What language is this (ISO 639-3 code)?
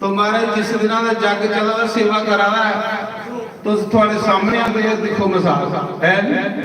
doi